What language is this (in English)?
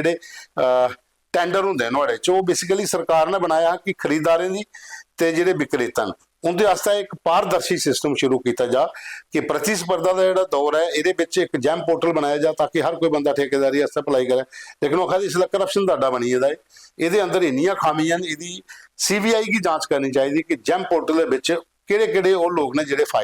Dogri